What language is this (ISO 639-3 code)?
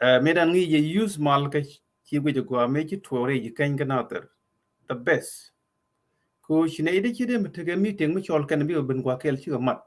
nus